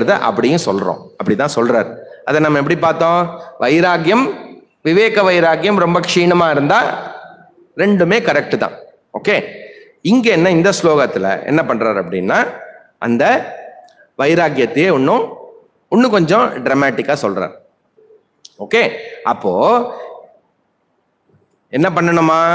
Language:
Tamil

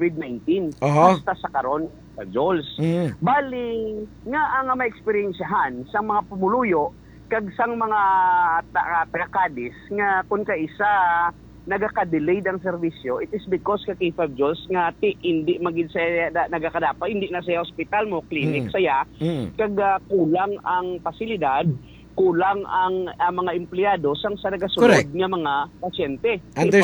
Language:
Hiligaynon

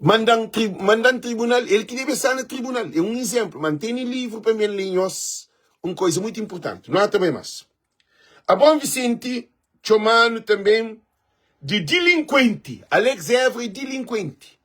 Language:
Kabuverdianu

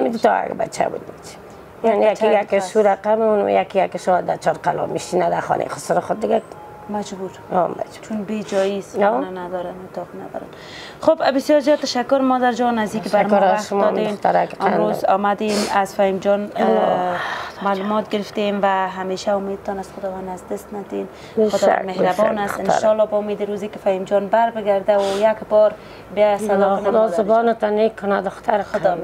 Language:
Persian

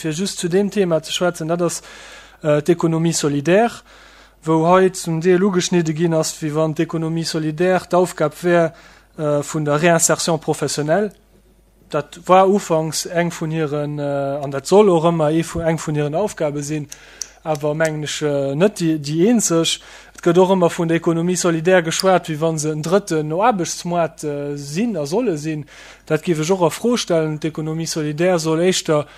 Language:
Luxembourgish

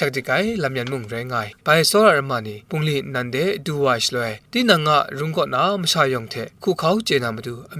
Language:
Kachin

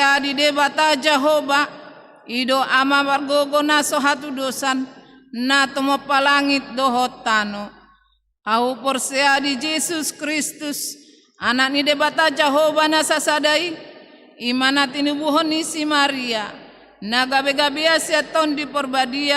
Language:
Batak Toba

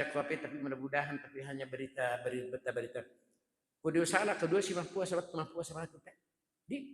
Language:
Buginese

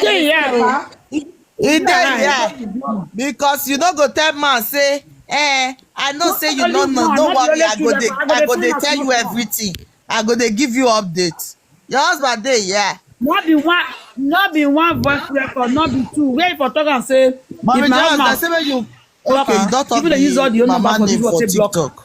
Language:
Nigerian Pidgin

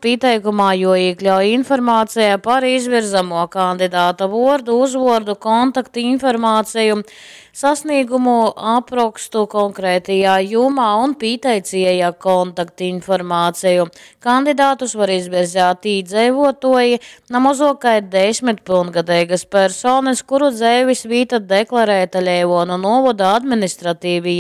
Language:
Latgalian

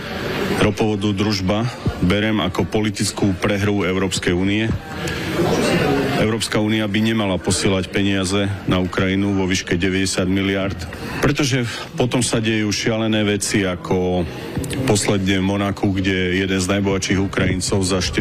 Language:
Slovak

